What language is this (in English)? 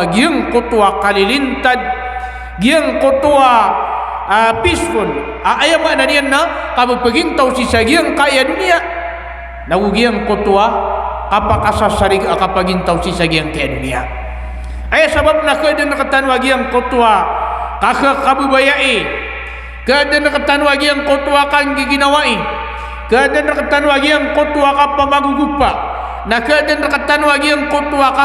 Maranao